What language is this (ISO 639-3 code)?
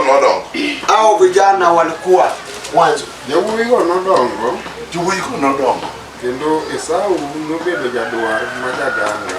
luo